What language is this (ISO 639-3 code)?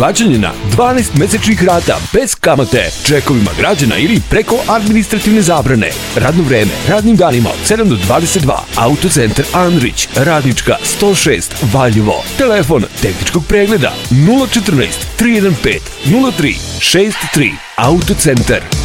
srp